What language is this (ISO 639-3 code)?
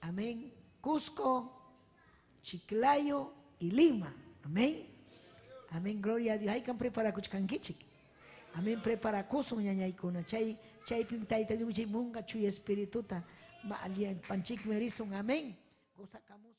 quy